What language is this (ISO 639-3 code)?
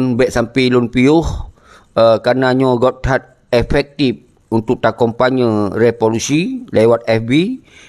ace